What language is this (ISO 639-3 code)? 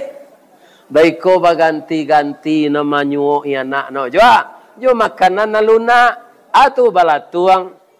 min